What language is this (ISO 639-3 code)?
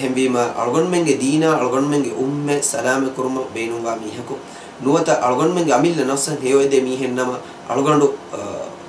div